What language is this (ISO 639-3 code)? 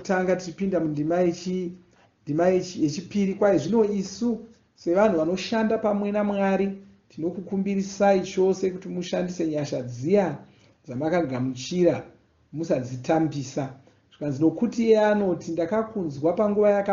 sna